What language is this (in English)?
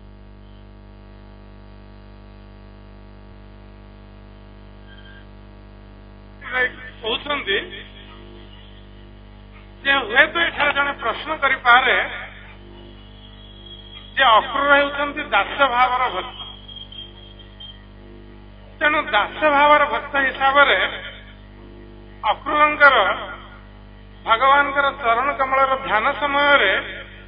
Odia